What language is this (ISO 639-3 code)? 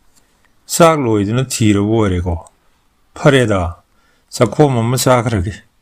mni